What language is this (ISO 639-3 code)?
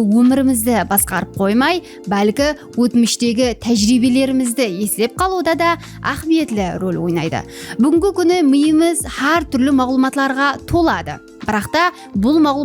kaa